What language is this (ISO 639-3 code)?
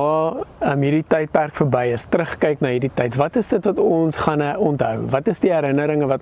afr